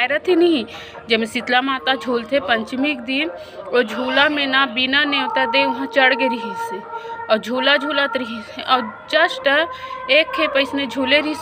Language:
Chhattisgarhi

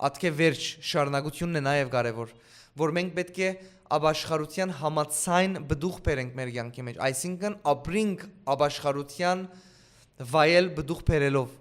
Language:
Western Armenian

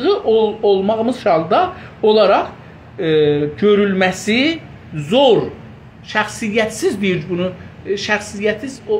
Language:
South Azerbaijani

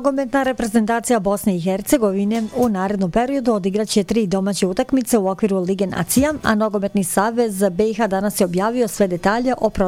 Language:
Bosnian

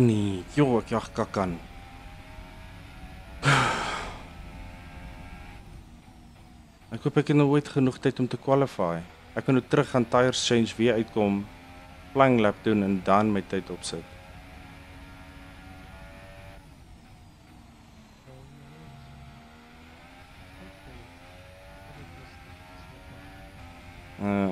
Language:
Afrikaans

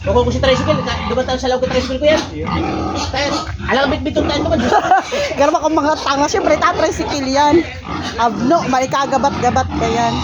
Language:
Bikol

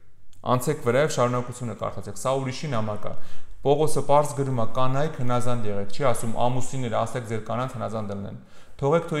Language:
Armenian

